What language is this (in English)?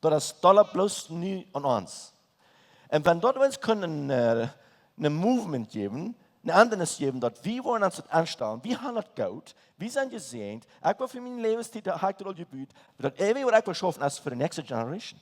Plautdietsch